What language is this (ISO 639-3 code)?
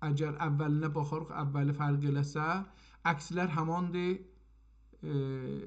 azb